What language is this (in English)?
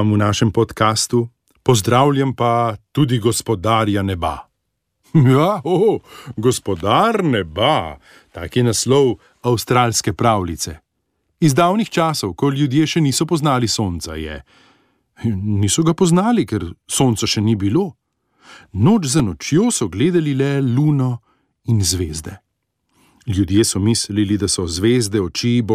Slovenian